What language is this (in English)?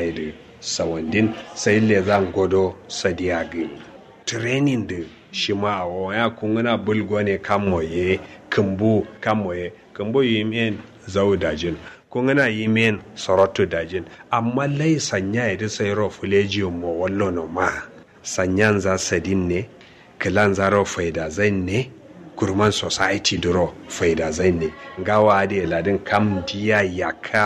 Kanuri